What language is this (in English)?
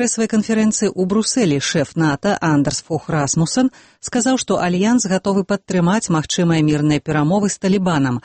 Belarusian